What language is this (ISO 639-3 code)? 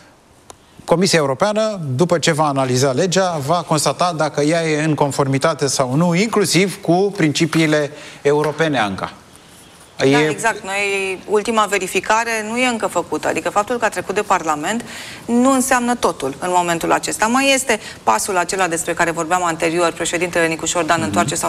ron